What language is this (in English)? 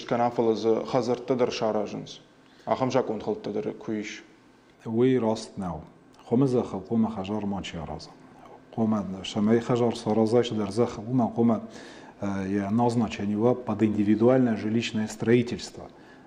Ossetic